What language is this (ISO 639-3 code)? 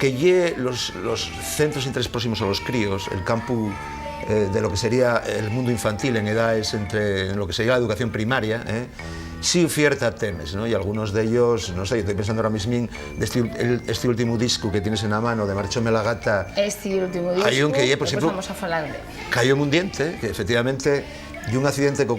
ast